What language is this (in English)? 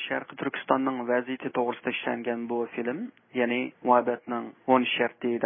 Uyghur